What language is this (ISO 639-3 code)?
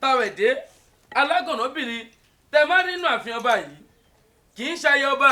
yor